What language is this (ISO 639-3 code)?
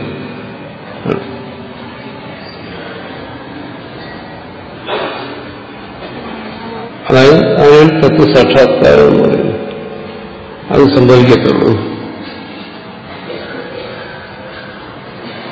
mal